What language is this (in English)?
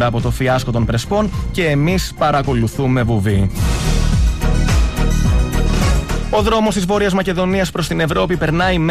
Greek